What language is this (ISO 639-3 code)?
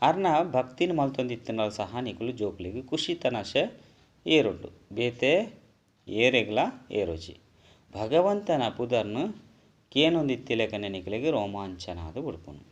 tcy